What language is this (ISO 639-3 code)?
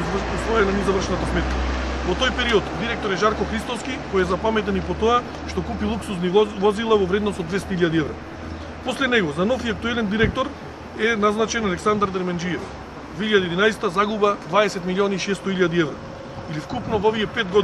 mkd